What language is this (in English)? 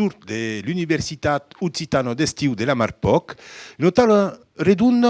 Occitan